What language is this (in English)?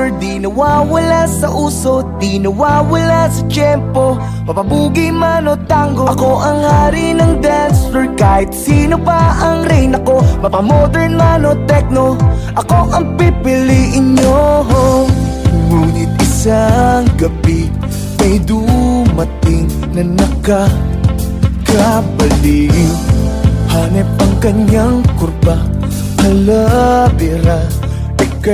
Filipino